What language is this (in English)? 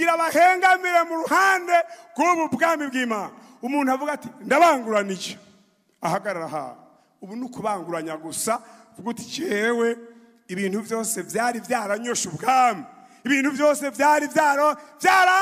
Rundi